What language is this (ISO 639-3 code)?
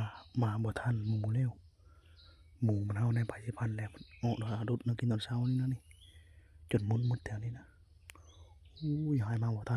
lao